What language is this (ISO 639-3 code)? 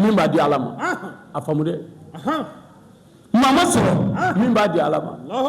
bam